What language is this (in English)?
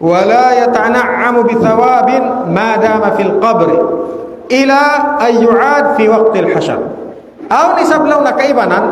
Tausug